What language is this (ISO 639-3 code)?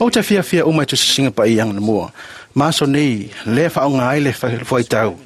smo